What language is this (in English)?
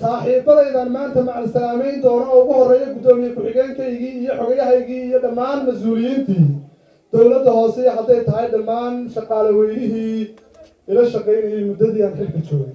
Somali